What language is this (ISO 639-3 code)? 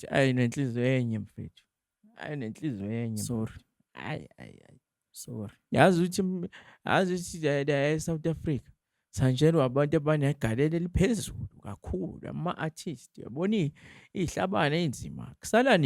zul